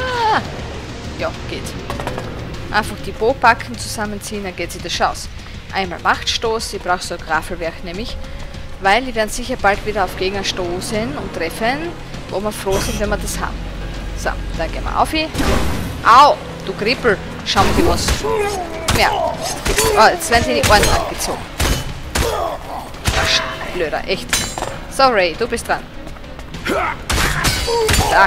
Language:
German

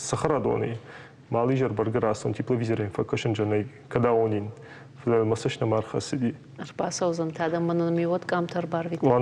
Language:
Ossetic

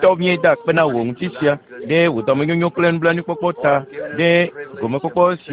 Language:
Ewe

